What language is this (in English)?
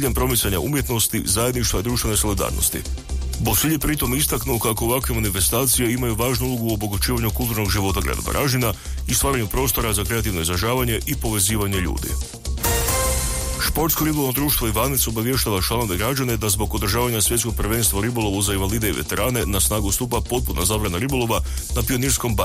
Croatian